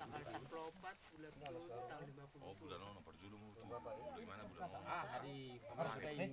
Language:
Batak Toba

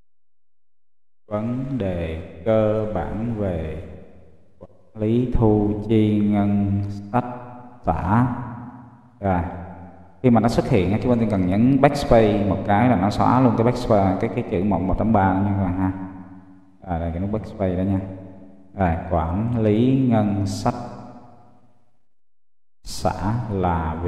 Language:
Vietnamese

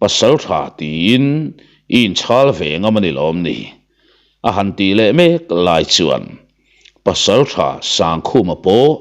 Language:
Mizo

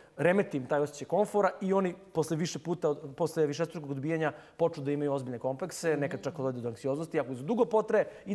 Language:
Serbian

